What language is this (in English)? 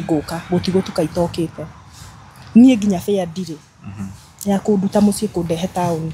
Kikuyu